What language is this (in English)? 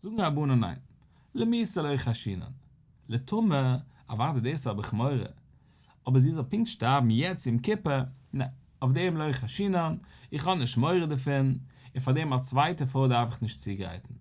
Yiddish